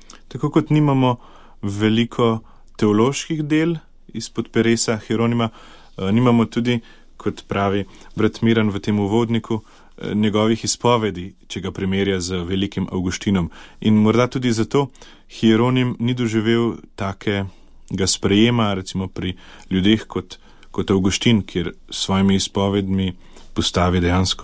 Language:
Slovenian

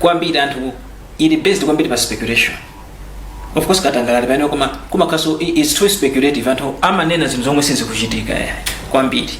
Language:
Nyanja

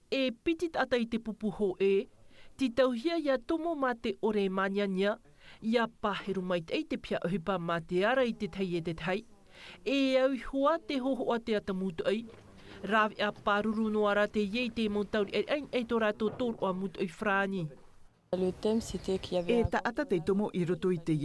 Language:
Tahitian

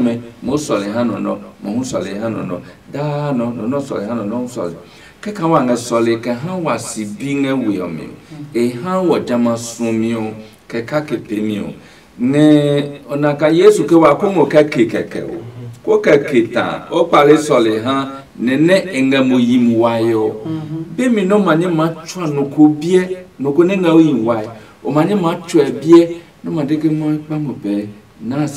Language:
Adangme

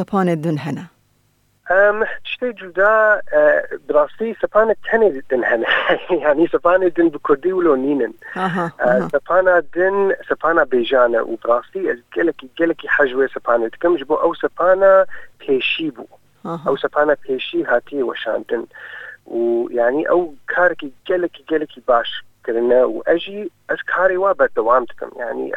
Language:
Kurdish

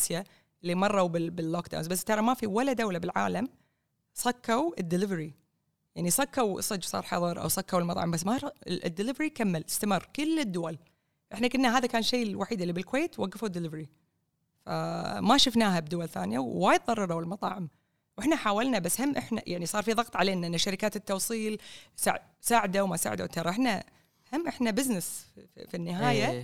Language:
Gulf Arabic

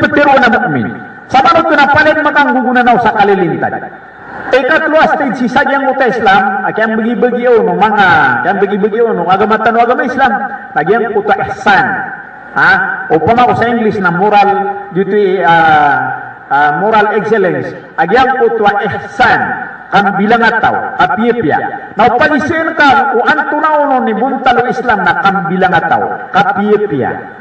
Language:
Maranao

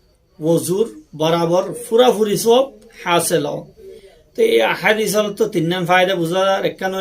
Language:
Rohingya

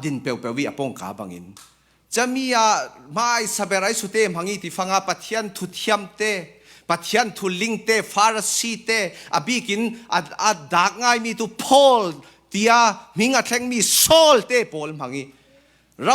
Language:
Falam Chin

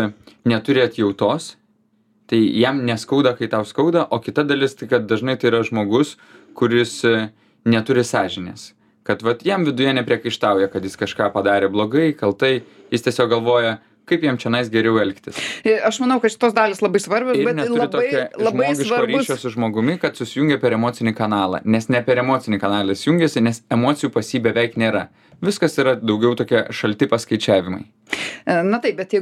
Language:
Lithuanian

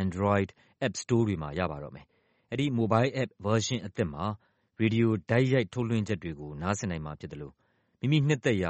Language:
Burmese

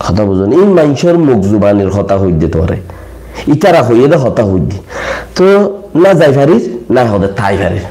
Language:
Rohingya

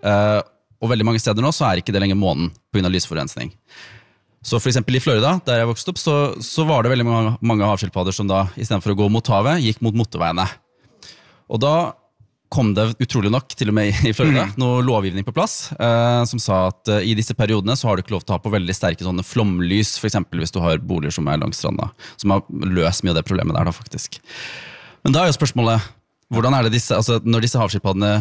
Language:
Norwegian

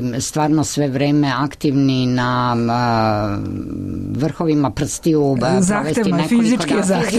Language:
Serbian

